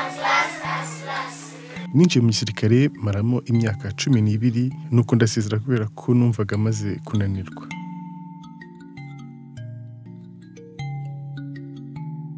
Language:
Kinyarwanda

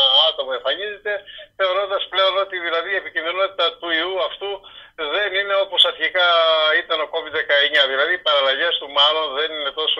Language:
Greek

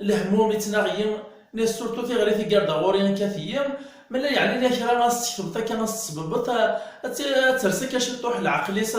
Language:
Kabyle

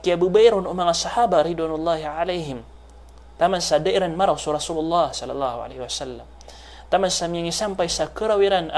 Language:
Maranao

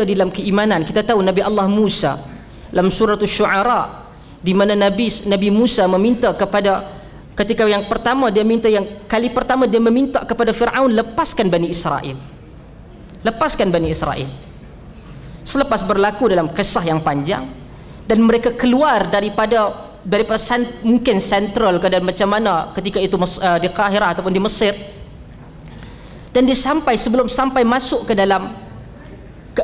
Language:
Malay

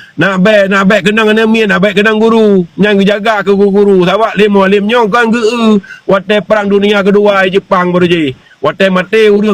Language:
Achinese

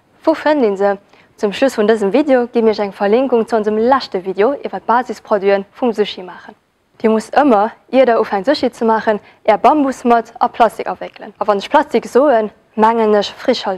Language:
Luxembourgish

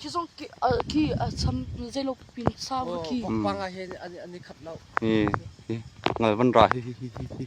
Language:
Hakha Chin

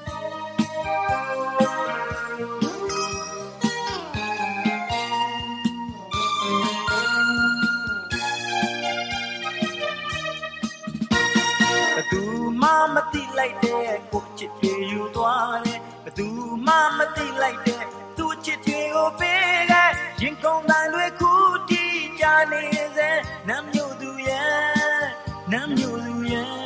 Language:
Burmese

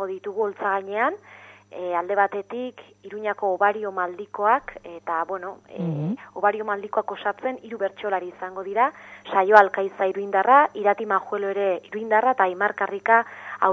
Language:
Basque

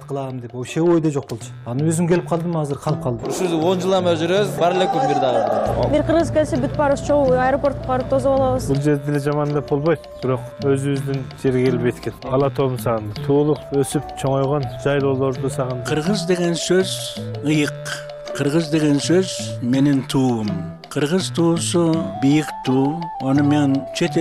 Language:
Kyrgyz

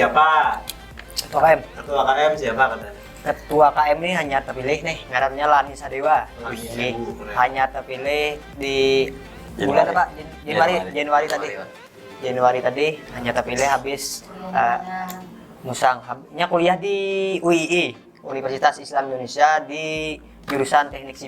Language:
Banjar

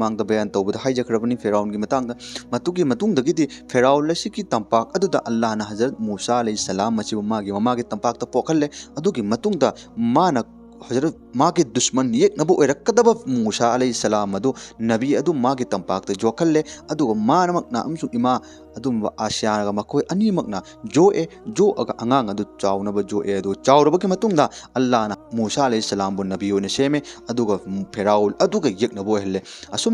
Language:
Manipuri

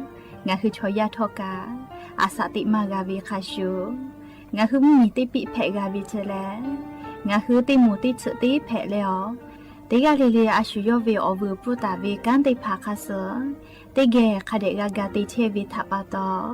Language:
Lahu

